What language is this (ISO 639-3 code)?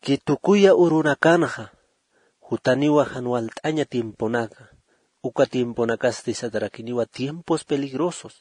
aym